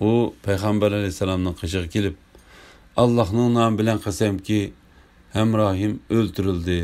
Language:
Uyghur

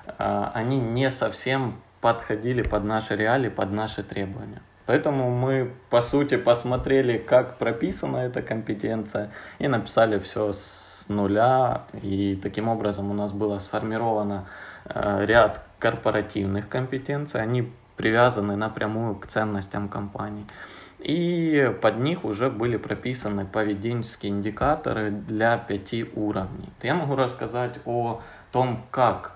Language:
Russian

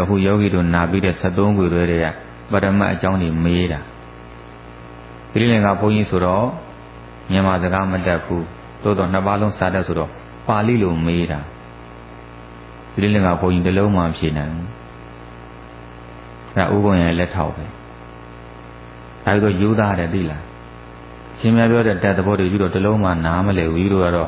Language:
Burmese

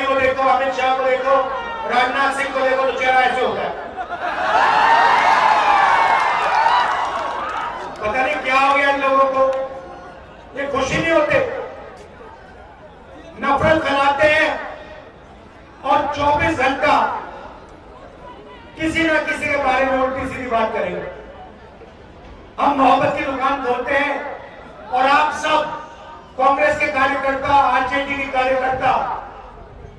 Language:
Hindi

